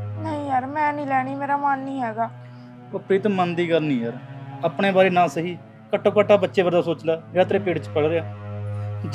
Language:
Punjabi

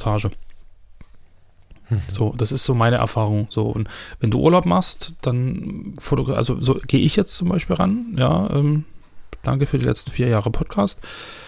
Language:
German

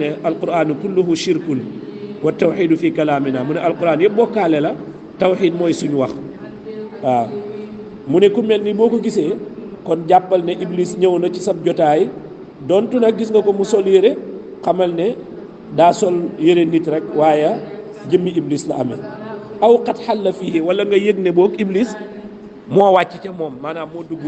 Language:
Wolof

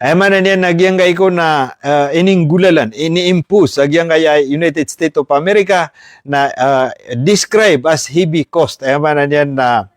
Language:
Maranao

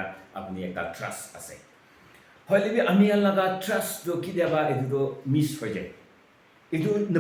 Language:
Naga Pidgin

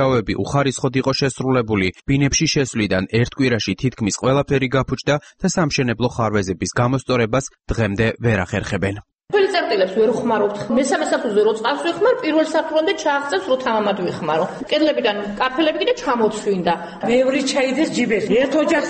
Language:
Georgian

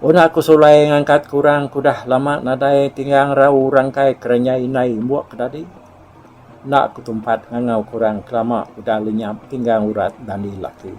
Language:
Iban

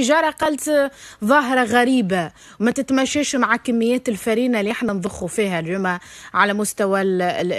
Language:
Tunisian Arabic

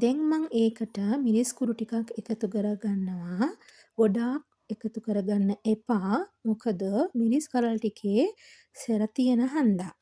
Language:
Sinhala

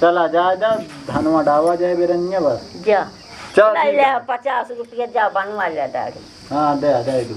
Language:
Awadhi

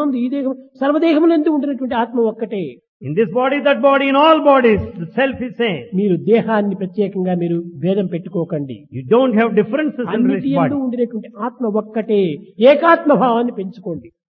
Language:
Telugu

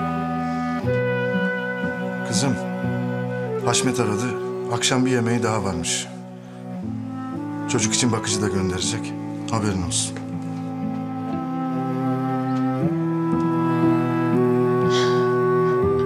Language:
Turkish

